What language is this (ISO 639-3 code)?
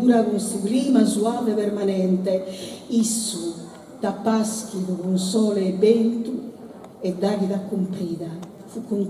srd